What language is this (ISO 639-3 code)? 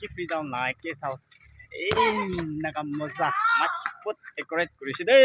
nag